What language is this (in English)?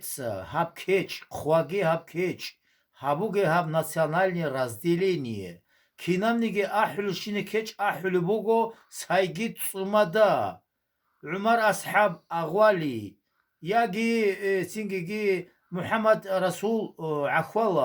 Avaric